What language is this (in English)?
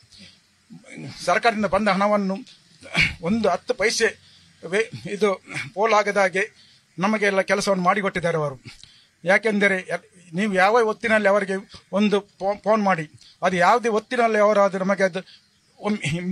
Kannada